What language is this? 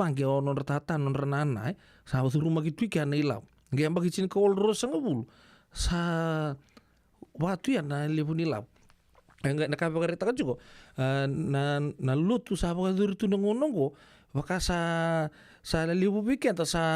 Fijian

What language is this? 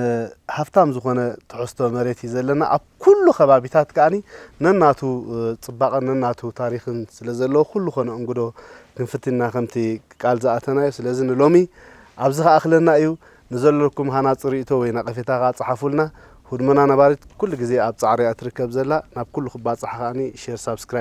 Tigrinya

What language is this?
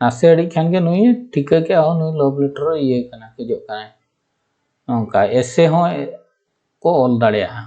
Santali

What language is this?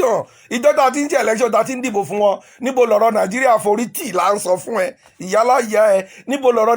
Yoruba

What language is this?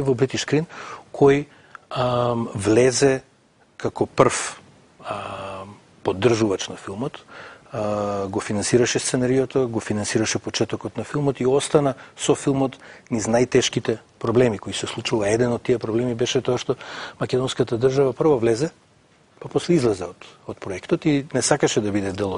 Macedonian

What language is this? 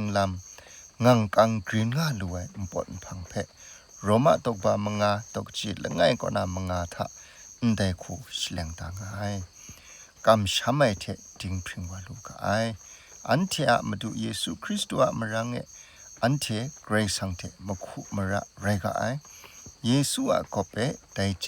Kachin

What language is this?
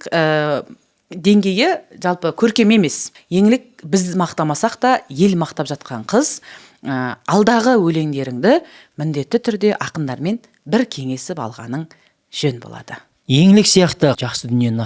Kazakh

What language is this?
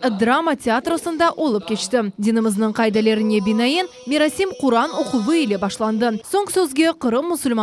Crimean Tatar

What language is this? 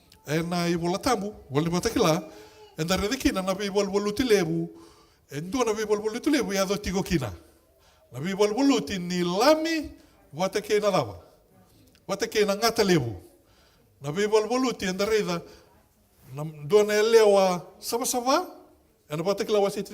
Fijian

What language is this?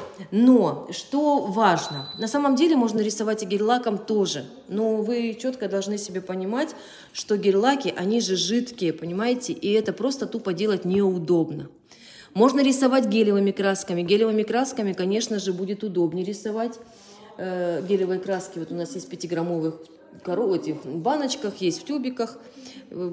Russian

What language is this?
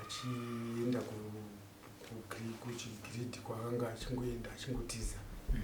Shona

